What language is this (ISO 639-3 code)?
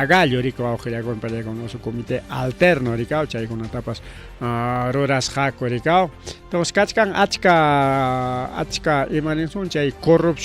quy